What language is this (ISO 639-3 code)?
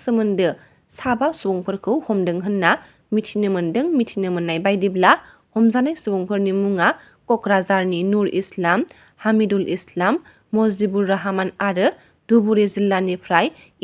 brx